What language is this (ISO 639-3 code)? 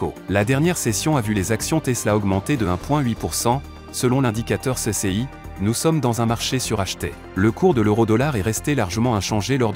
fra